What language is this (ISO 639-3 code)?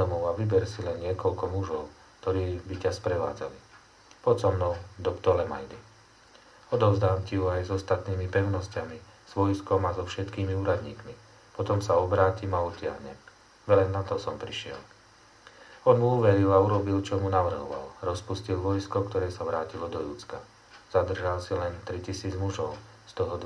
slk